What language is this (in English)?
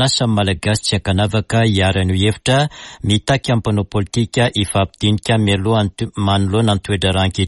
Malagasy